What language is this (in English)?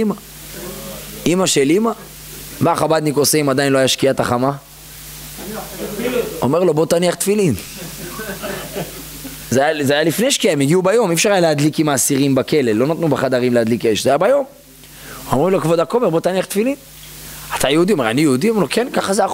Hebrew